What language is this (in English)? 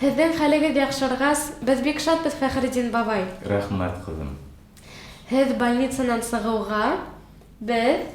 Bashkir